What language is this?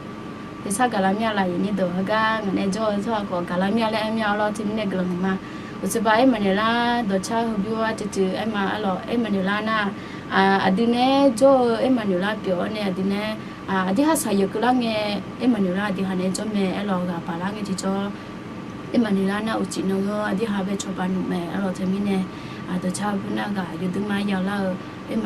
Akha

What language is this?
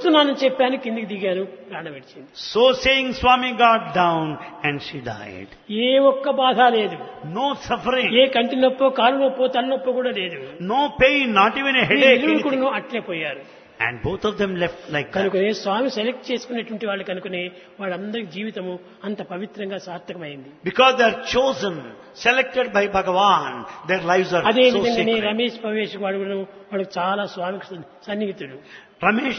Telugu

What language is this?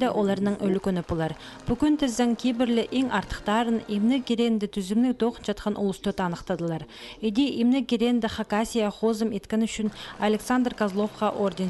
Khakas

